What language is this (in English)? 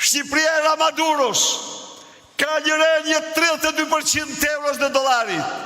Albanian